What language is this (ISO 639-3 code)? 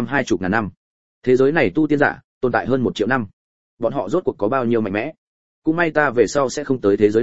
vie